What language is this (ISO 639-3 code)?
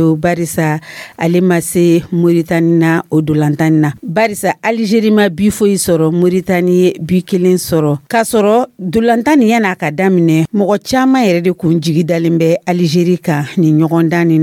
dyu